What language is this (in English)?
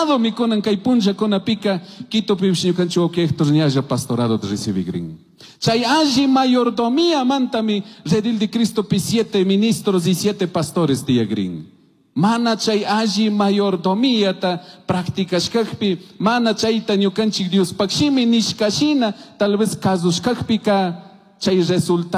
Chimborazo Highland Quichua